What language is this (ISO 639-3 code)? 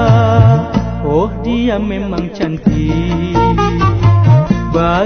msa